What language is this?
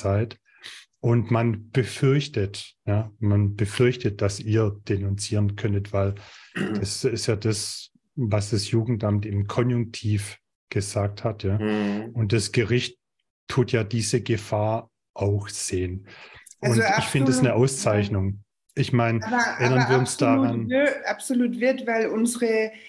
German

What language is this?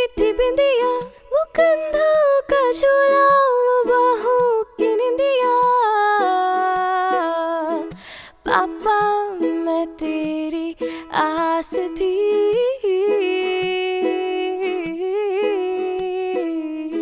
Hindi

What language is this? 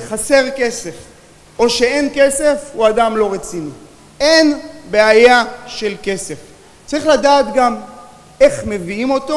Hebrew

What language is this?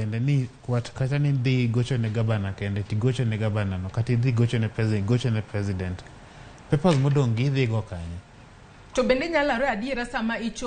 Luo (Kenya and Tanzania)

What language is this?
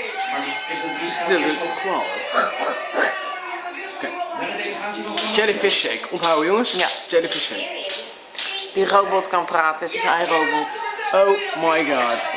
Dutch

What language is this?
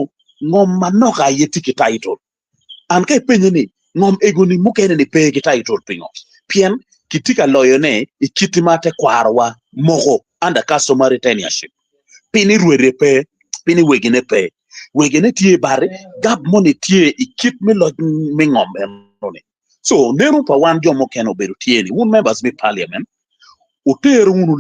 Acoli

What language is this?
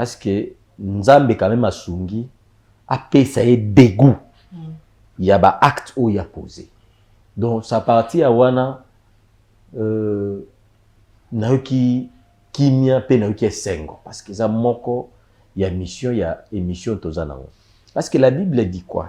Lingala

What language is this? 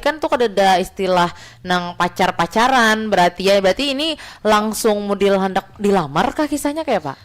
Banjar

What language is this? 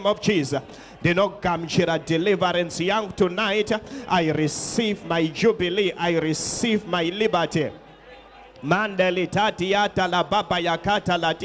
Shona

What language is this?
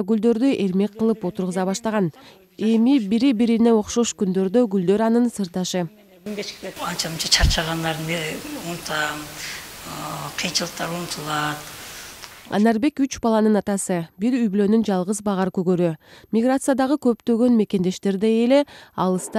Kyrgyz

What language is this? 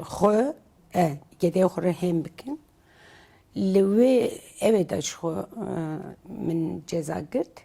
Kurdish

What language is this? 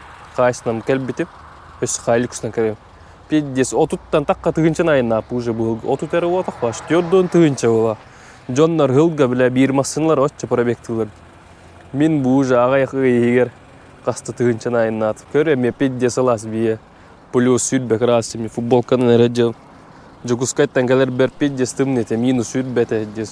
Yakut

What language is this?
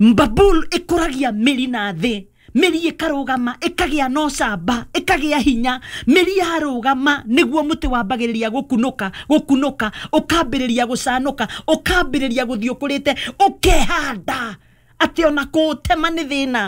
Kikuyu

